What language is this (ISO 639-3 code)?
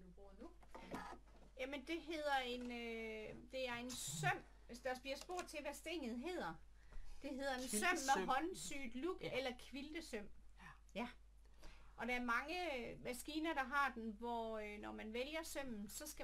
dan